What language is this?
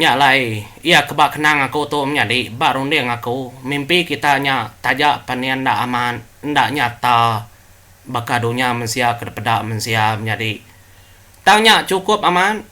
Iban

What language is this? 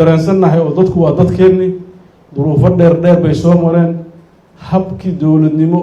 Somali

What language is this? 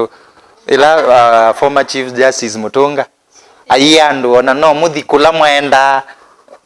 Kamba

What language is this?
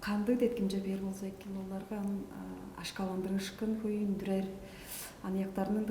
Tuvinian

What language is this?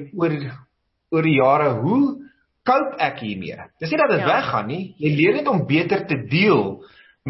Afrikaans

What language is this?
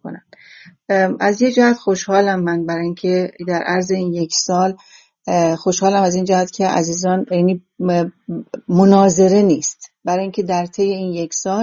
Persian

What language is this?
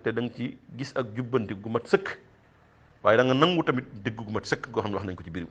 Wolof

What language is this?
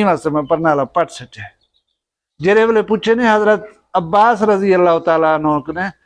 Saraiki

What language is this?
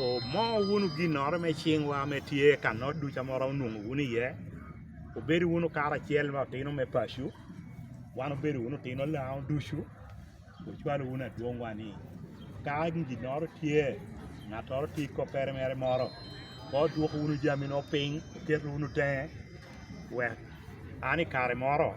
Lango (Uganda)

